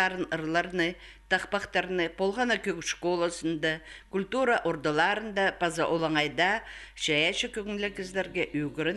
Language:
Khakas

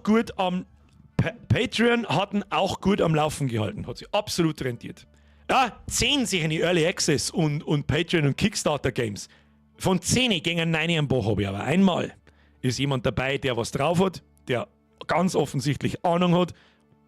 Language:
Bavarian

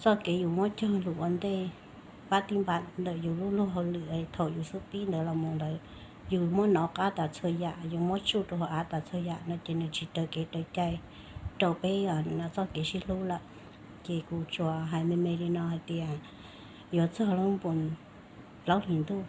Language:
Hmong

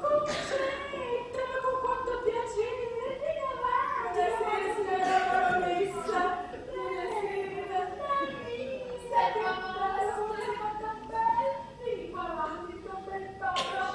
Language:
Neapolitan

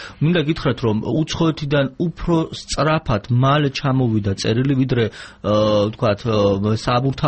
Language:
Georgian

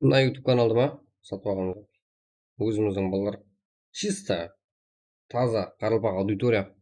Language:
Kara-Kalpak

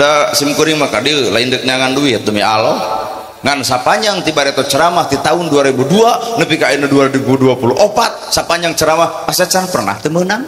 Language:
Sundanese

